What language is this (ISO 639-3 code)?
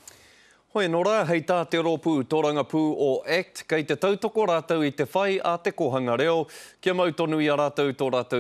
mri